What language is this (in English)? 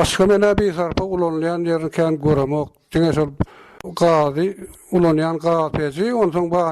Turkmen